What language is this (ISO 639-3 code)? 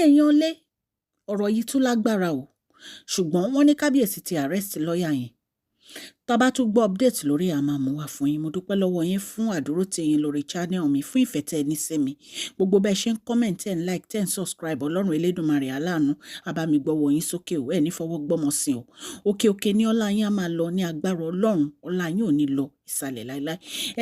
yor